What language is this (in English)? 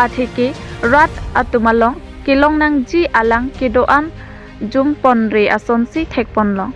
Karbi